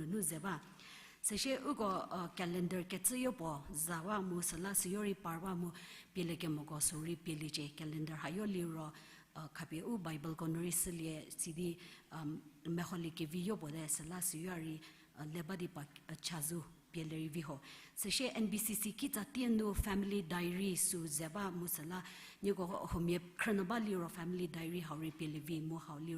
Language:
Angami Naga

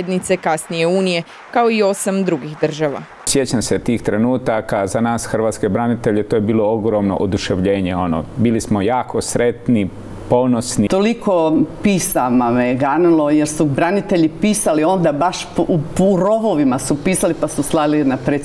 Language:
Croatian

